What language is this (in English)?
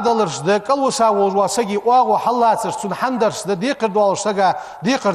Ingush